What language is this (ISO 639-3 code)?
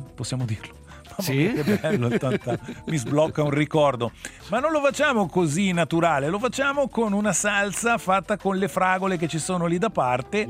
ita